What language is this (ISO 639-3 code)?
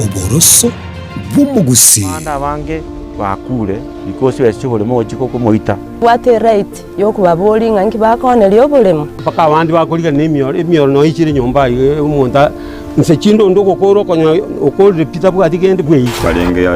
guz